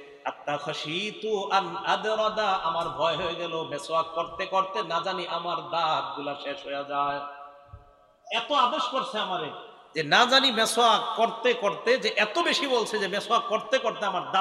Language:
Bangla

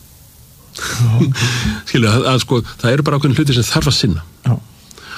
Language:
Icelandic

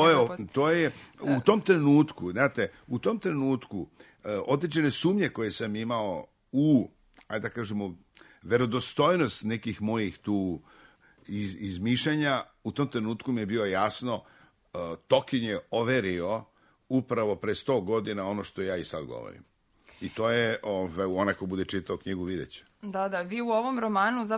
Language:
Serbian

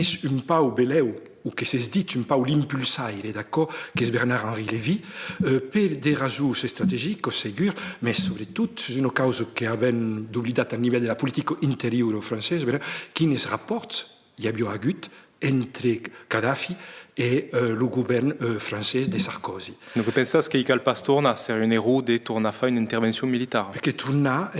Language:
Occitan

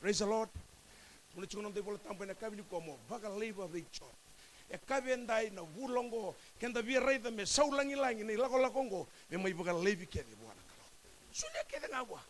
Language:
Fijian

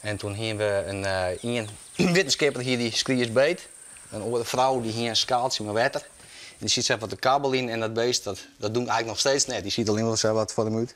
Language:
Western Frisian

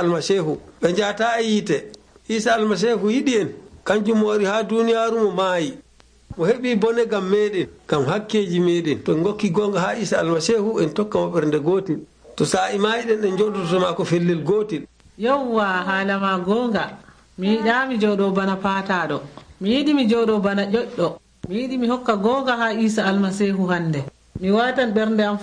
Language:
Nigerian Fulfulde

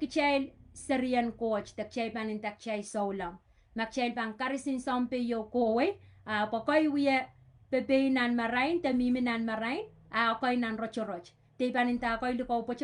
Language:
Pohnpeian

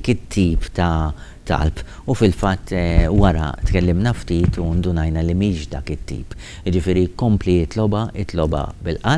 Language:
Maltese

